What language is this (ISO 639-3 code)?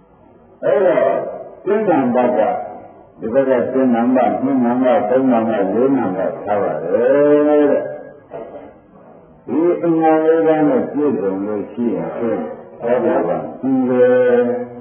mya